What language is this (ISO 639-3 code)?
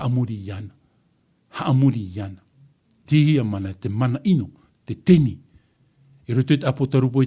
tah